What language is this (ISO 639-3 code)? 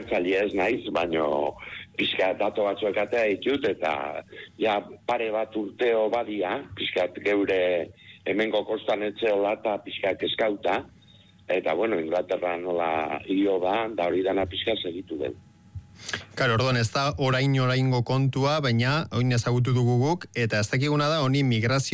eus